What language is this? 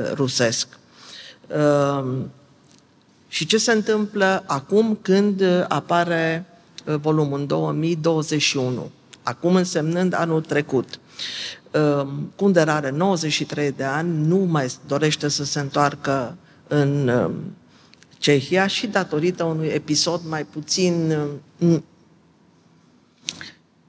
Romanian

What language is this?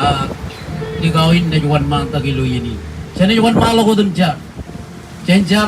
Marshallese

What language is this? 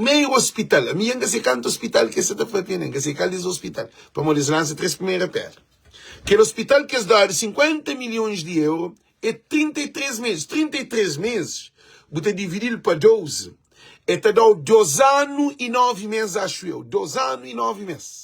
Kabuverdianu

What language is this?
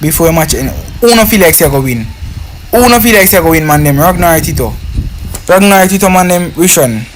Jamaican Creole English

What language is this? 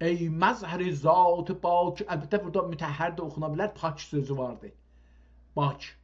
South Azerbaijani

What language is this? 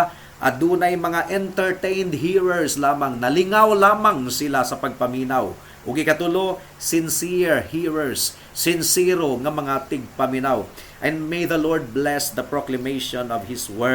Cebuano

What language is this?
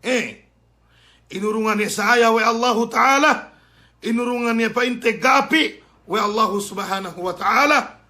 Yakan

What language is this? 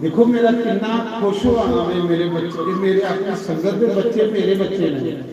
Dogri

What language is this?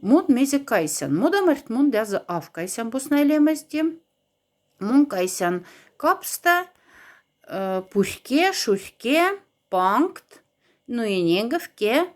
Moksha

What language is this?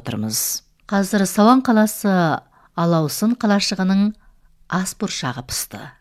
Kazakh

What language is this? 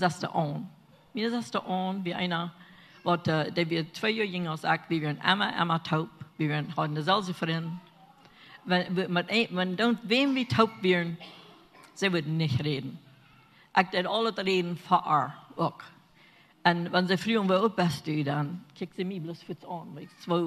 Plautdietsch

